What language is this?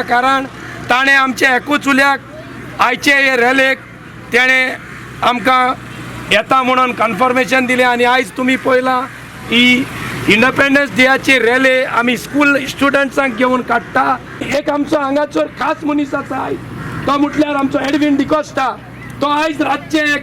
Konkani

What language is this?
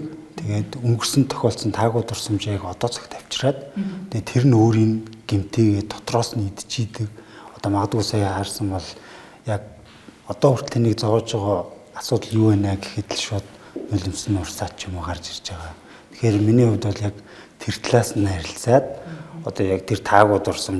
Mongolian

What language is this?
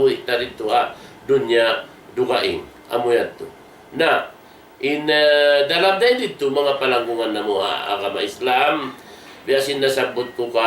Tausug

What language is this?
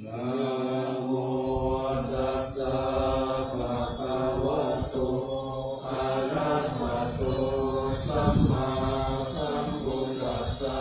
Pali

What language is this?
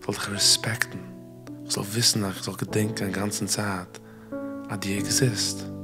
Yiddish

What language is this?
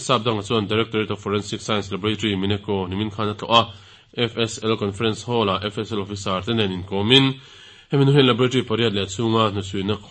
Mizo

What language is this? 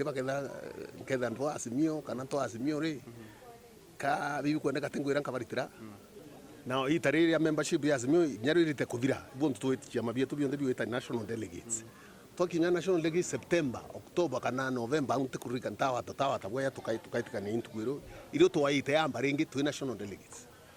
Meru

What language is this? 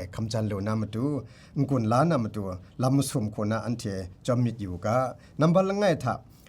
Kachin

